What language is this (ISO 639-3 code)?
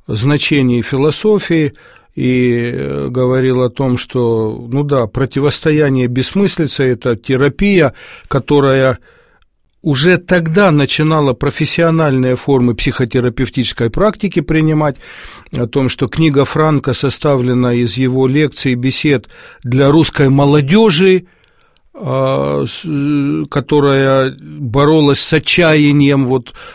rus